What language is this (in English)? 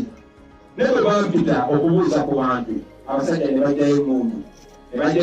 Ganda